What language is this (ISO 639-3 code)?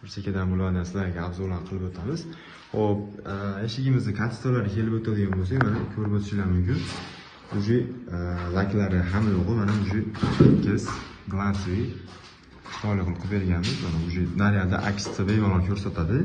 uzb